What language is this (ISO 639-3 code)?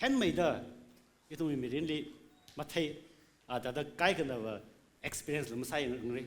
nmf